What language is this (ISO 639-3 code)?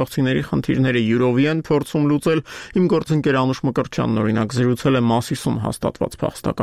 hye